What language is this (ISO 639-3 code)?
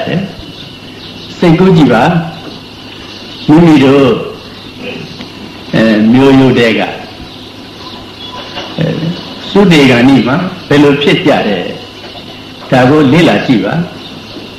mya